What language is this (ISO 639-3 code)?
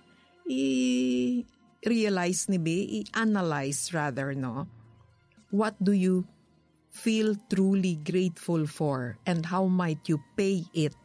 hil